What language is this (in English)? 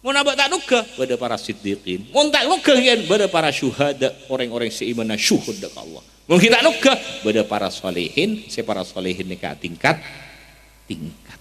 Madurese